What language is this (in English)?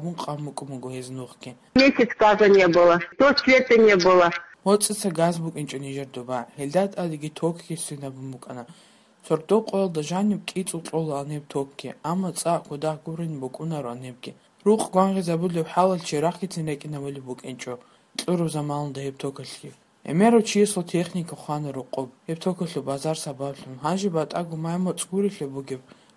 Avaric